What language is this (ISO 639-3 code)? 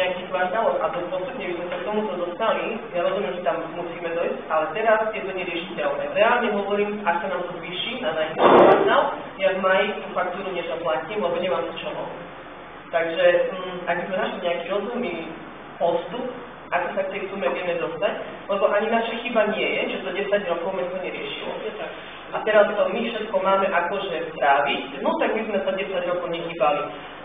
slk